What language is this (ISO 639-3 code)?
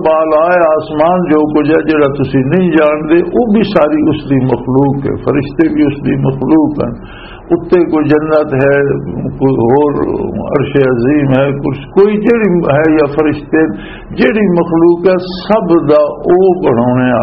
lah